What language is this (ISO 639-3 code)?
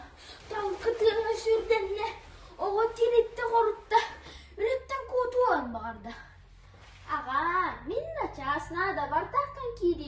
sah